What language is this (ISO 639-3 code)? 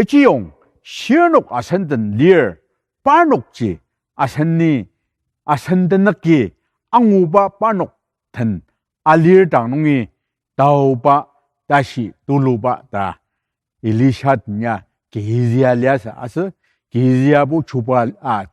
njo